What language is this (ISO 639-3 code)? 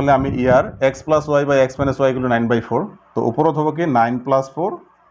asm